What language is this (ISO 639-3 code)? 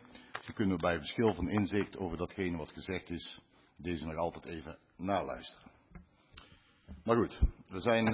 nld